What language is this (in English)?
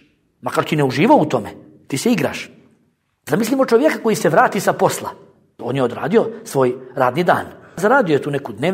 Bosnian